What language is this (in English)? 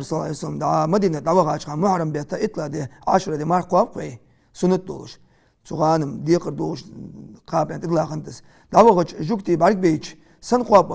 Ingush